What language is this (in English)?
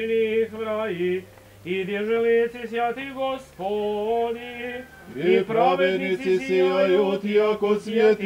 Serbian